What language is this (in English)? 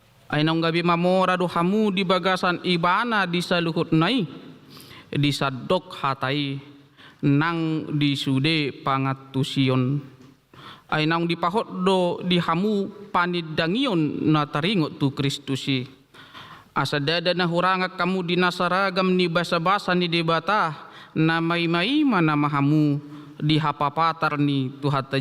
Batak Toba